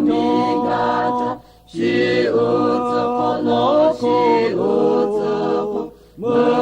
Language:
Lahu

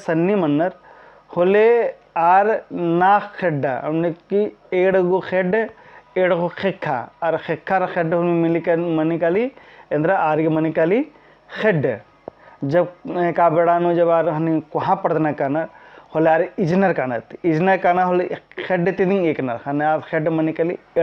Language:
Kurukh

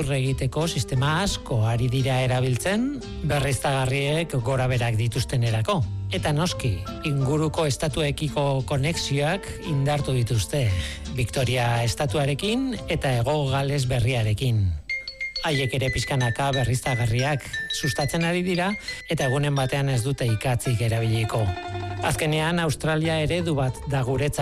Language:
Basque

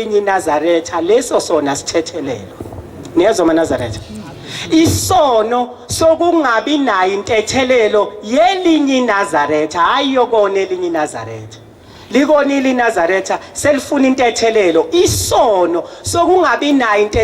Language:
Zulu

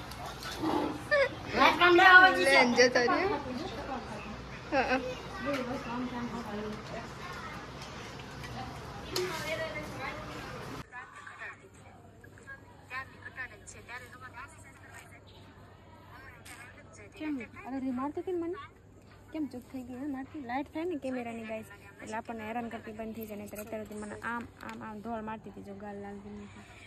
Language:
Gujarati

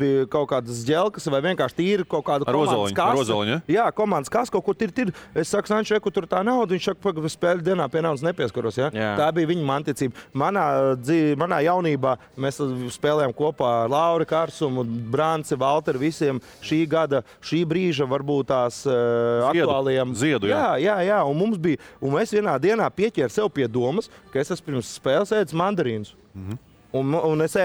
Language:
Latvian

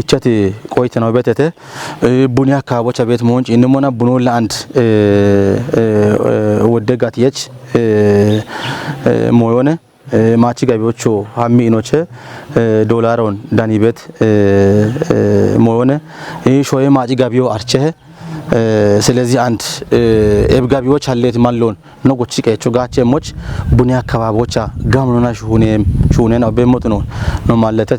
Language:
Kafa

